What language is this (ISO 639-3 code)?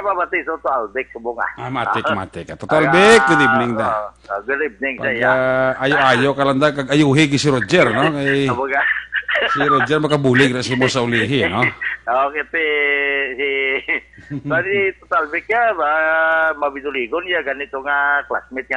hil